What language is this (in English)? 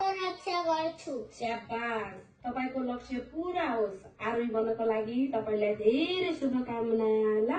Nepali